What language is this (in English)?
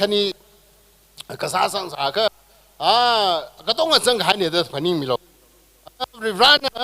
Tangkhul Naga (India)